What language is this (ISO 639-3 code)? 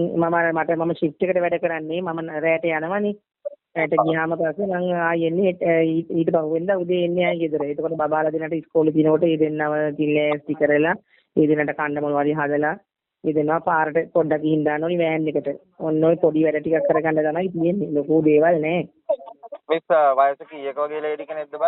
sin